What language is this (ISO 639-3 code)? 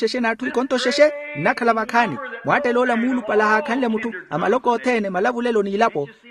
vmw